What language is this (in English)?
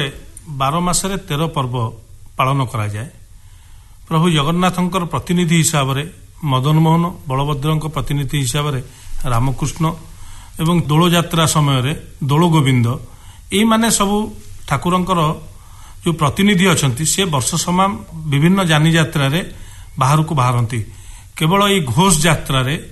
Odia